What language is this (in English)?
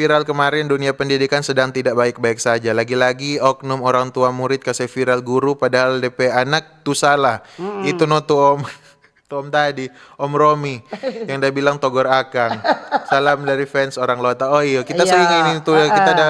Manado Malay